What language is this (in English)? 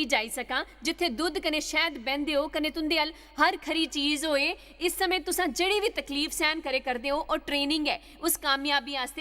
Dogri